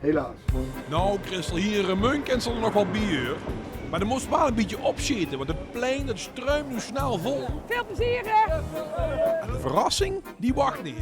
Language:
Limburgish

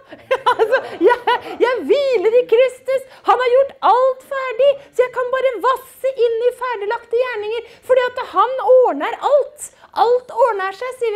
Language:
Norwegian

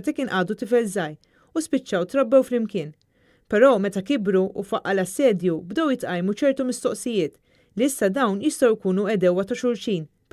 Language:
Maltese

